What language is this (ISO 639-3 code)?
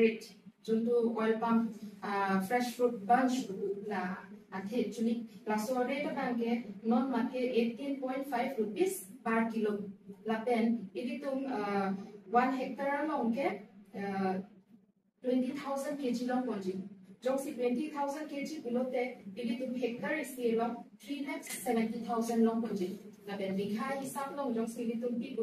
mjw